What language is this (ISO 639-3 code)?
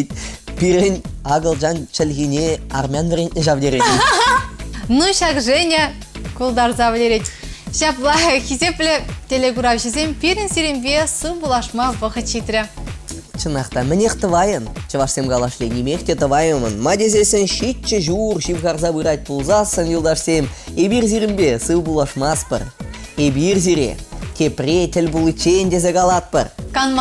chv